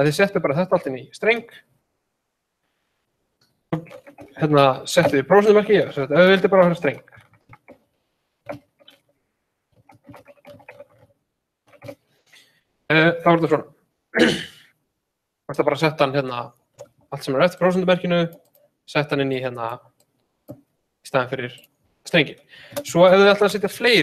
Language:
Icelandic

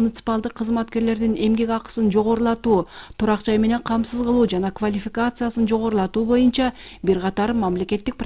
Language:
Kyrgyz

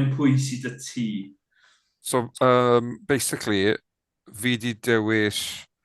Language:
Welsh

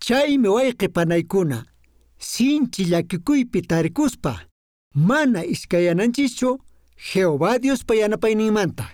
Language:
Quechua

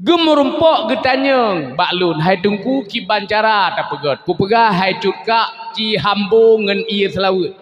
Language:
Achinese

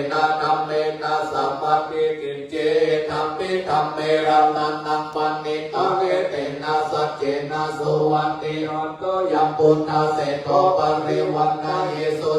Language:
Pali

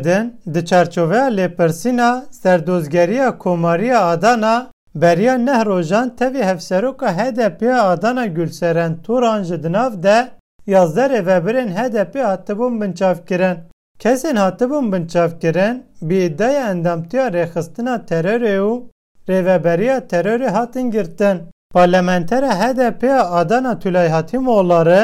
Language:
Kurdish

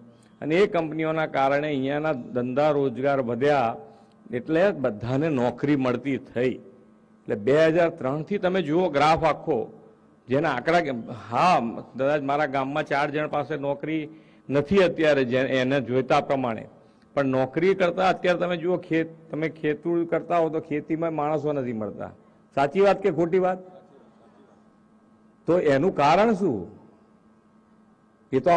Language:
Gujarati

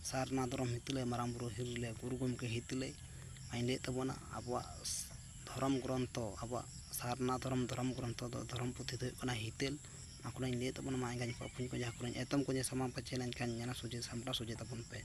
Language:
Santali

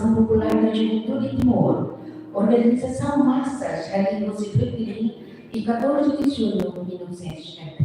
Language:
Tetum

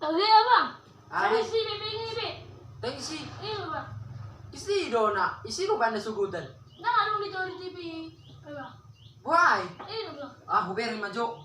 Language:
Batak Toba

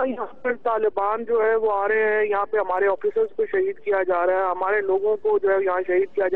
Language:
Urdu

